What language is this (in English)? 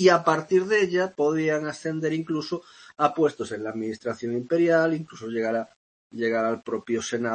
Spanish